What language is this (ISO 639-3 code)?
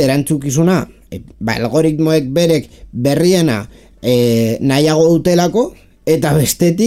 eus